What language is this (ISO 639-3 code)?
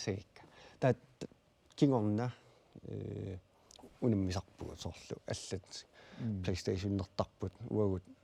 kal